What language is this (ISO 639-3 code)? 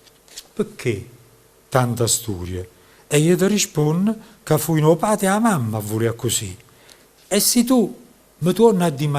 nap